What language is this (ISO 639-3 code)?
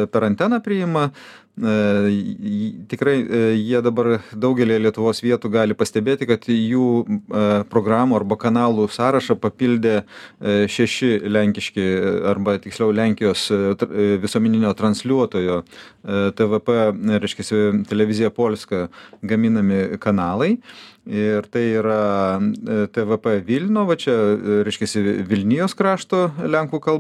lit